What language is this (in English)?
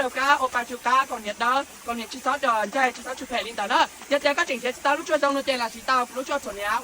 Hmong